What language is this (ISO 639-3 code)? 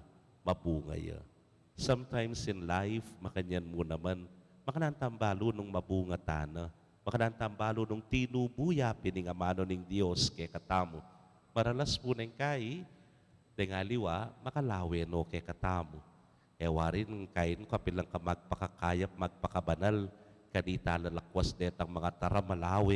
pam